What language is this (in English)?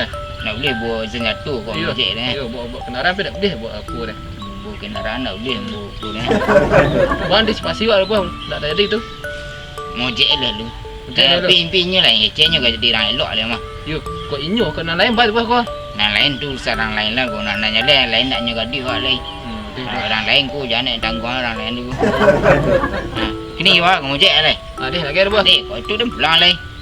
Minangkabau